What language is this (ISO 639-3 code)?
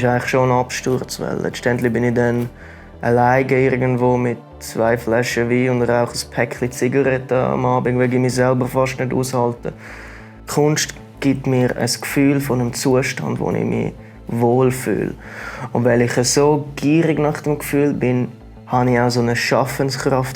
gsw